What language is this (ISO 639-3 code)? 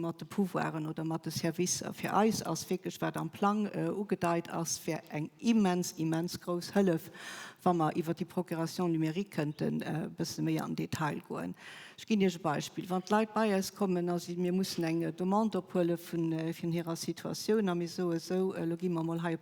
ltz